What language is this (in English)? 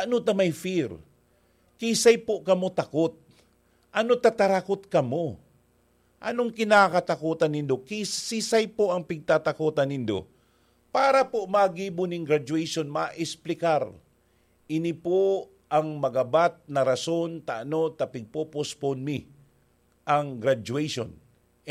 Bikol